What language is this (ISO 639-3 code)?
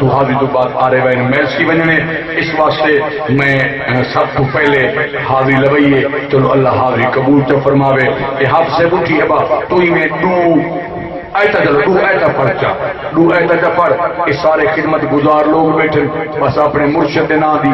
skr